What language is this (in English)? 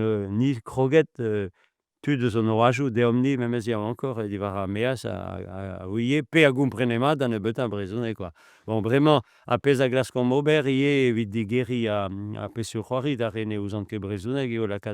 Breton